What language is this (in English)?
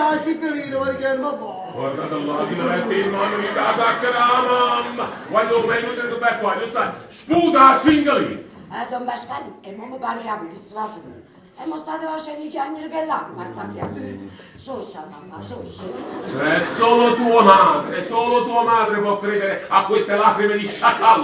Neapolitan